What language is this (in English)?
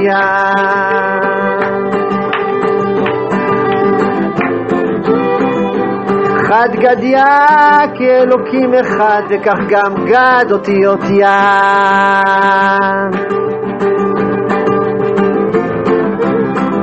Hebrew